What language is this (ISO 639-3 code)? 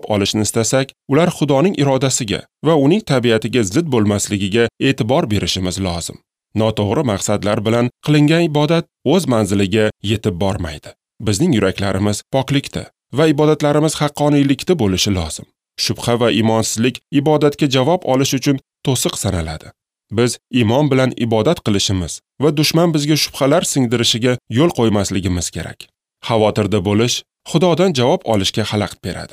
uzb